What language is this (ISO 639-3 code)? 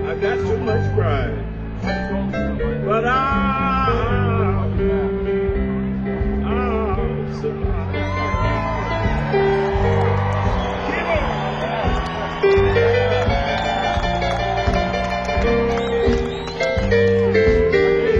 eng